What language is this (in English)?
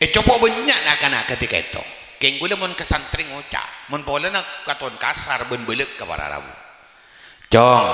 Madurese